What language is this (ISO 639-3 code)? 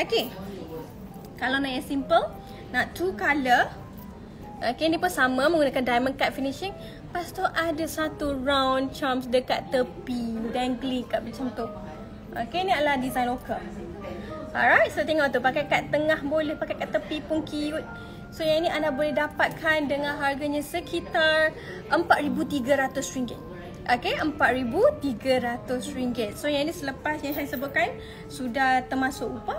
msa